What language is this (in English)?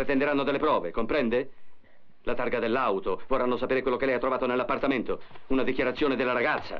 Italian